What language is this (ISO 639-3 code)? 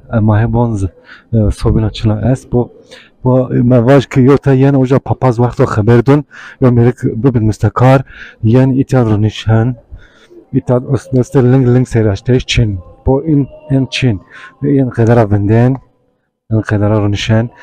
zza